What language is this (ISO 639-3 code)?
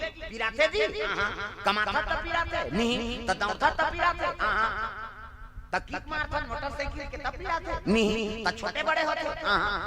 hne